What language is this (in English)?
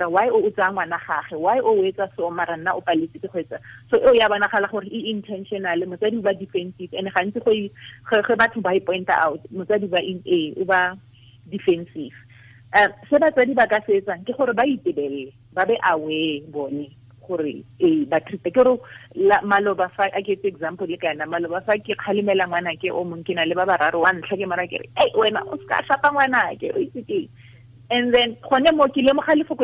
Tswana